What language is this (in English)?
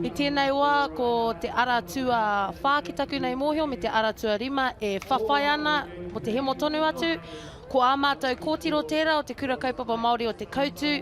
Māori